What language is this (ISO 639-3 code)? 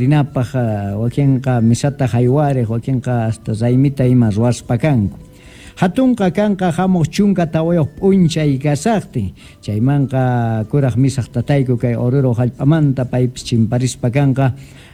quh